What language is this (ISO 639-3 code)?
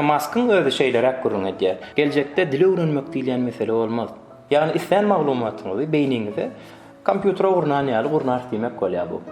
tuk